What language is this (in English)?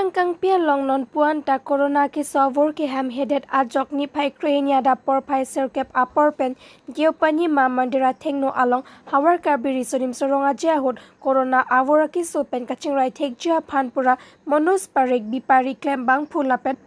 Karbi